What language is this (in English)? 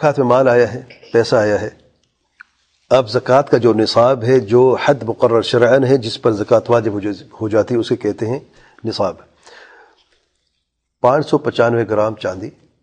Urdu